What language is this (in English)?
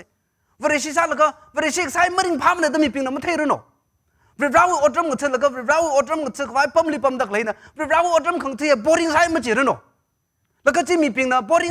Tangkhul Naga (India)